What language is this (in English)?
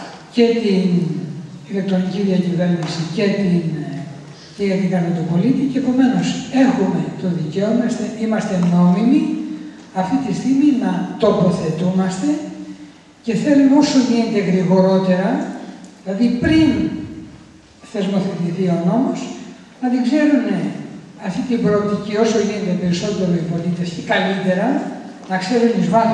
Greek